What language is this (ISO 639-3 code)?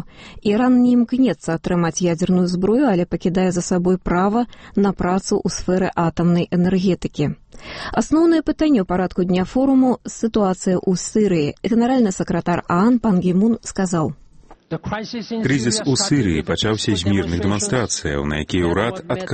bel